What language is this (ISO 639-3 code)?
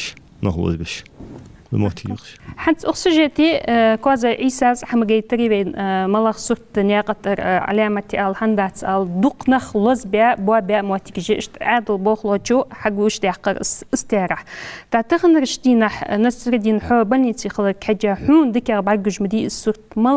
inh